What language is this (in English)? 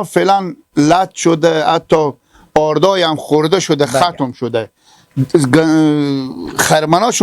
Persian